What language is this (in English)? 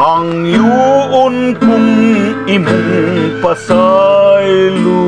Cebuano